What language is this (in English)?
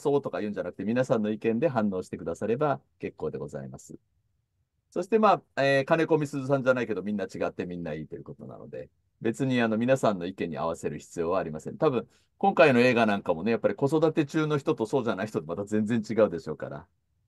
Japanese